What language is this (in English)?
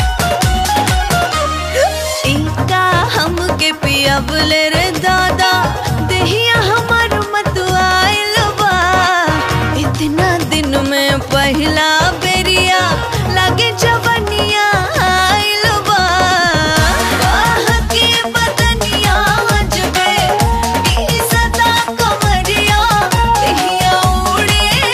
Bhojpuri